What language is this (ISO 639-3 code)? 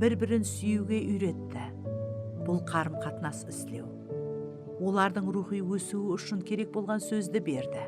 kaa